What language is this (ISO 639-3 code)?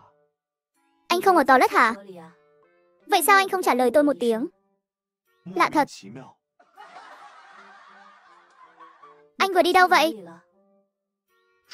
vie